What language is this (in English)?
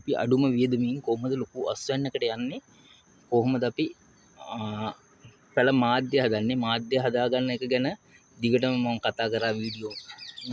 Sinhala